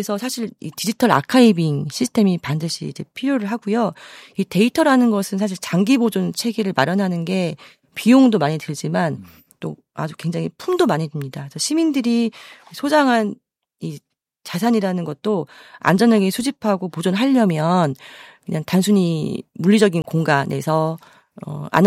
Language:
Korean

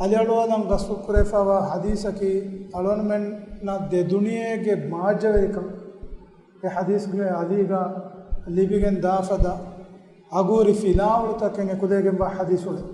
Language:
Divehi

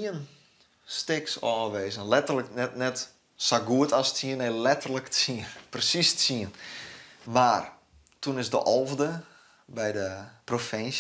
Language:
Western Frisian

